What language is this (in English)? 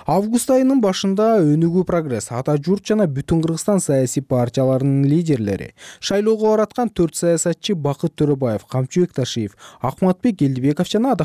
Kyrgyz